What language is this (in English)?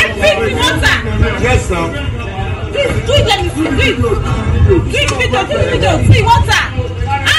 Nigerian Pidgin